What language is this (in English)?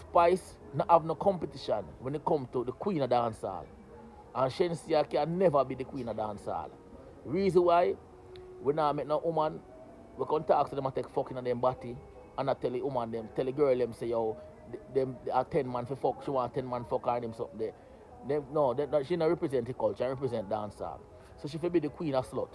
Jamaican Creole English